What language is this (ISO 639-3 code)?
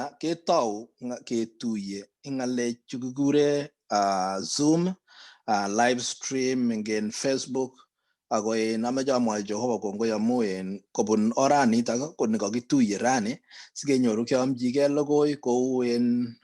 kln